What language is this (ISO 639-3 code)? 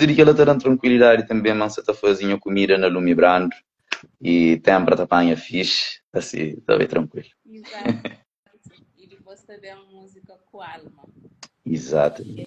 kea